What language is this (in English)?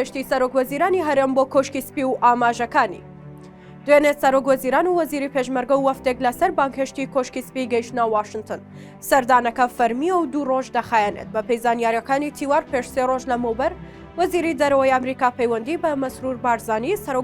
Central Kurdish